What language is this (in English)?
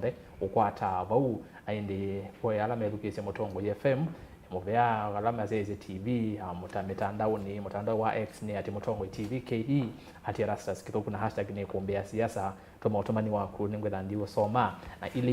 Kamba